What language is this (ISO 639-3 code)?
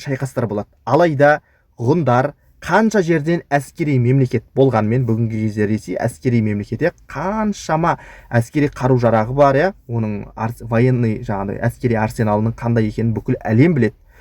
kaz